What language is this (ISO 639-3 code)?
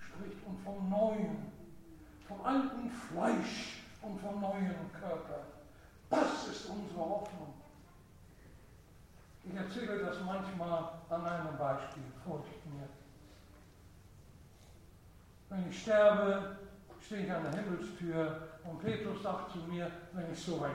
deu